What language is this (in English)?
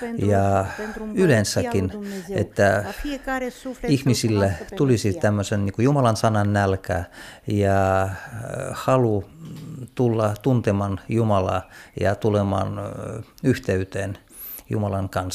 Finnish